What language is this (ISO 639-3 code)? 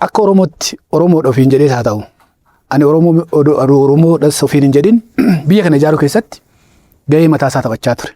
orm